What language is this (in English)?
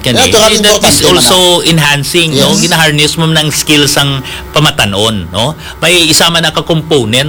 Hiligaynon